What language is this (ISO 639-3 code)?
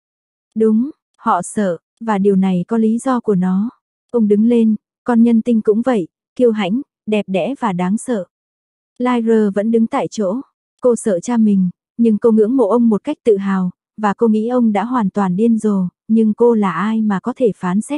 vie